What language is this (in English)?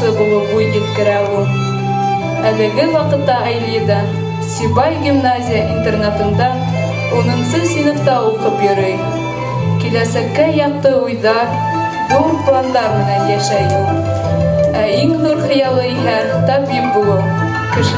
Bashkir